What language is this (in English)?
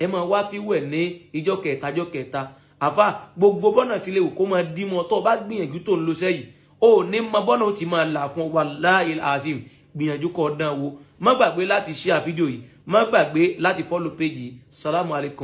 Yoruba